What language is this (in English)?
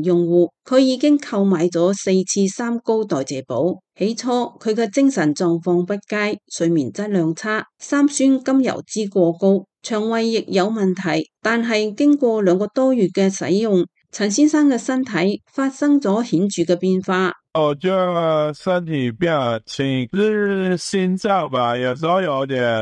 Cantonese